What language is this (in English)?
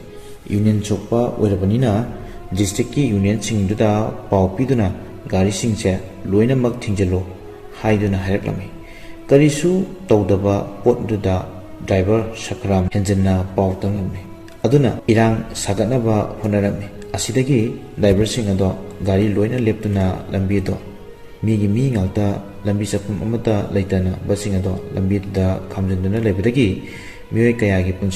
Manipuri